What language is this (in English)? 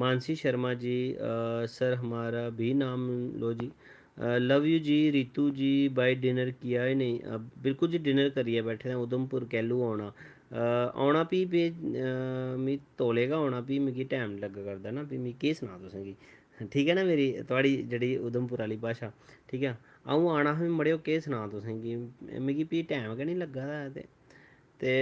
Dogri